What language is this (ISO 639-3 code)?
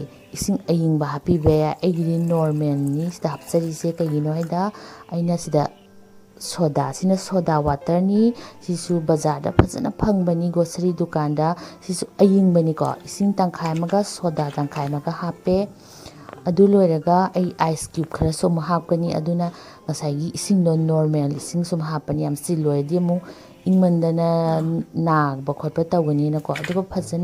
mni